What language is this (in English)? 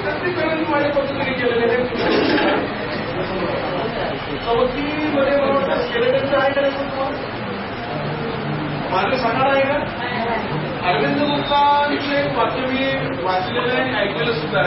Marathi